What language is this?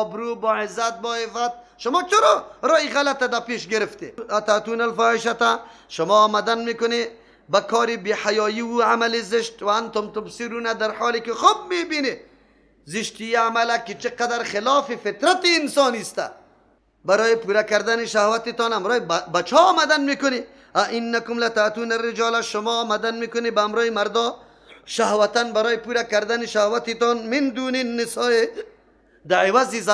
Persian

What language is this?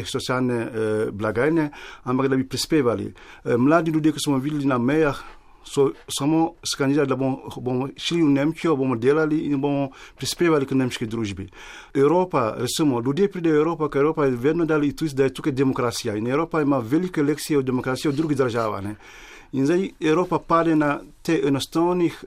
Slovenian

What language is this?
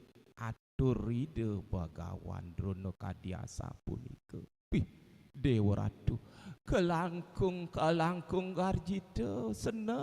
Balinese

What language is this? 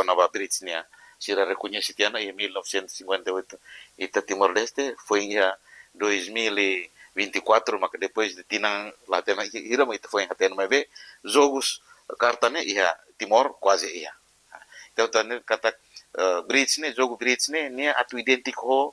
Tetum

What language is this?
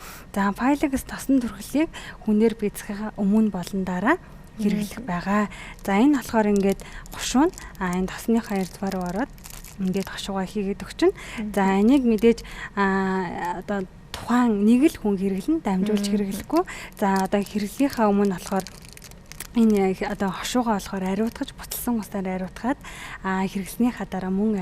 Mongolian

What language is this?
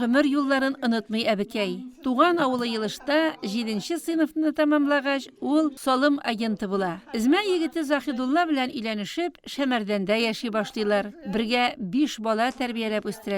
Tatar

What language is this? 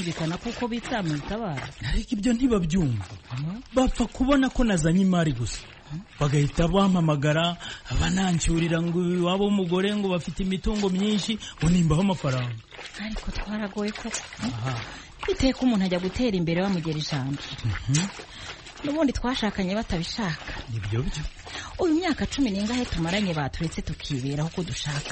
Kinyarwanda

